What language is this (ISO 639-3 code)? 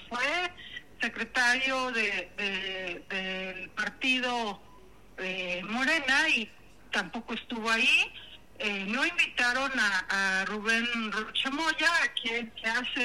spa